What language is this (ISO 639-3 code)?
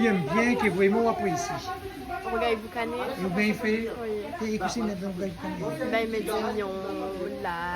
rcf